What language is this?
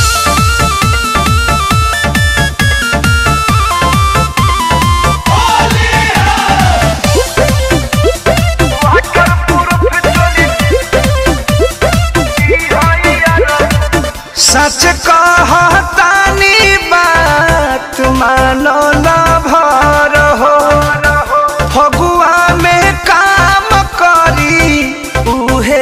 Bhojpuri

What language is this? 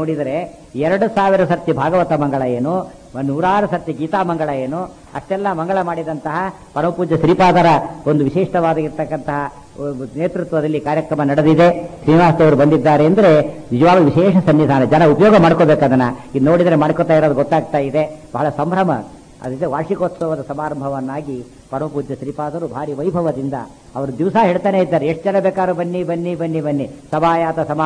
Kannada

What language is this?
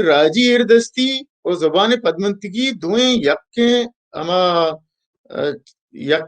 Baluchi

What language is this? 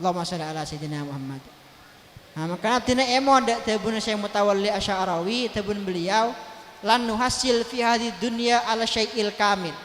Madurese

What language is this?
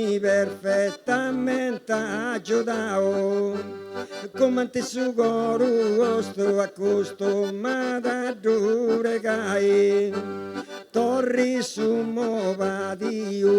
Sardinian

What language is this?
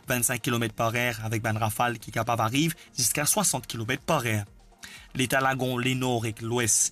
Morisyen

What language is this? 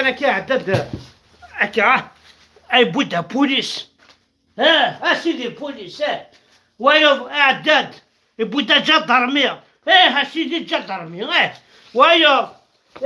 Kabyle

